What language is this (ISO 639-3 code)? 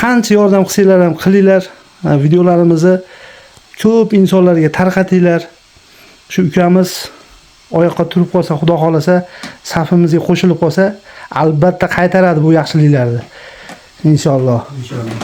uzb